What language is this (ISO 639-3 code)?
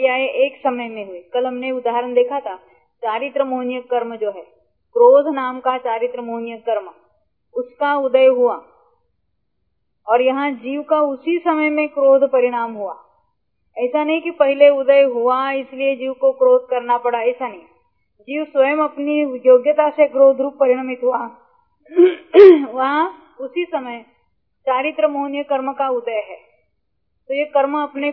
hin